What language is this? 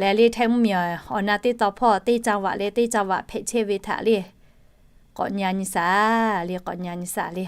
Lahu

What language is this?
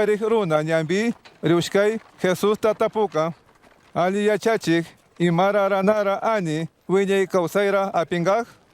Chimborazo Highland Quichua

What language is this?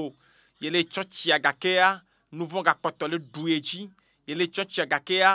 Ewe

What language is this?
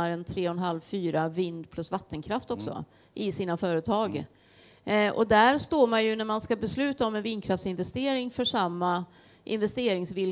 Swedish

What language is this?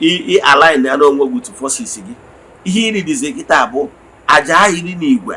Igbo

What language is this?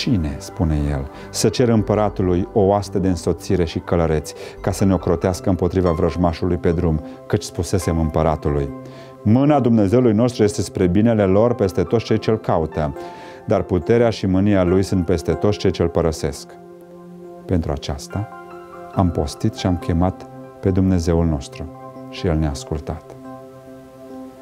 Romanian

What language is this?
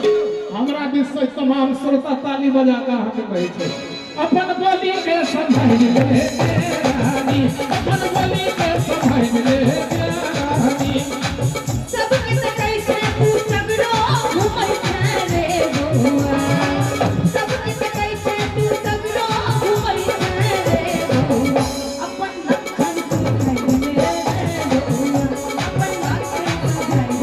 Maithili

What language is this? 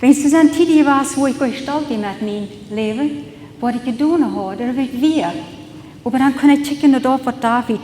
Plautdietsch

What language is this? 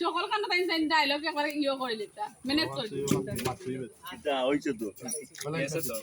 Sylheti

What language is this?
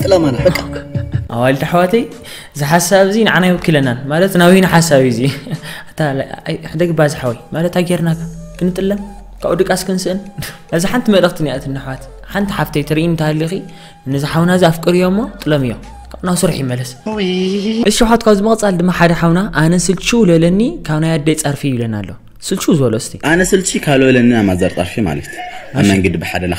Tigrinya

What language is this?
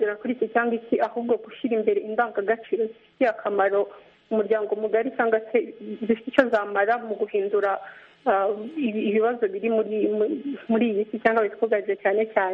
Kinyarwanda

